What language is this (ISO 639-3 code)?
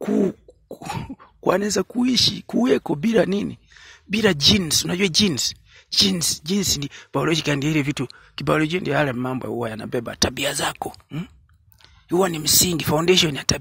swa